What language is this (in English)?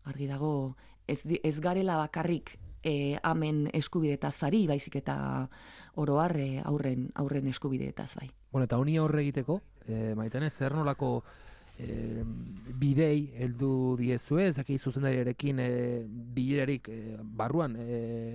Basque